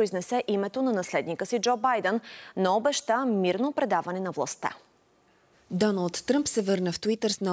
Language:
Bulgarian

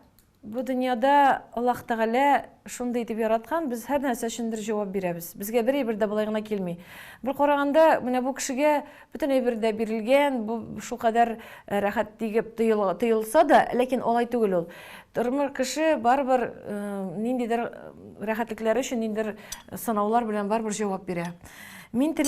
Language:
Tatar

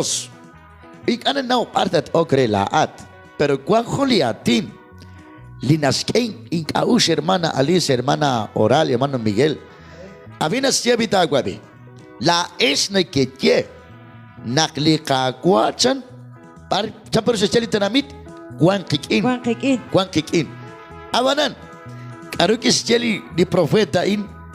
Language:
Kekchí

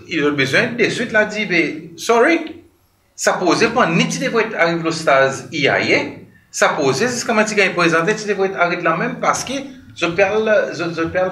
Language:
Seselwa Creole French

